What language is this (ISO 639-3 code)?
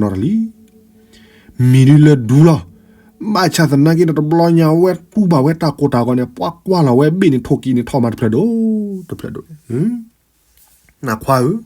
ksw